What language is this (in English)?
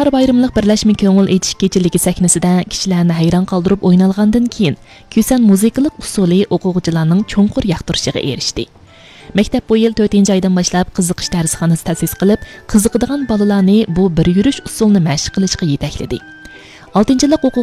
Uyghur